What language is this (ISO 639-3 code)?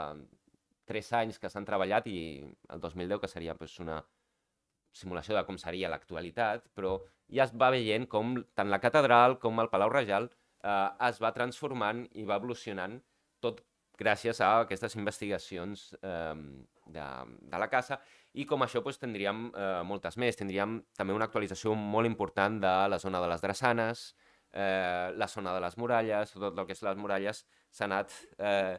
cat